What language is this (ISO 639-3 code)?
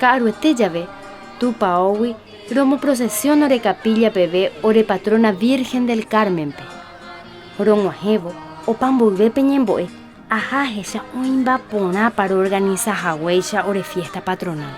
grn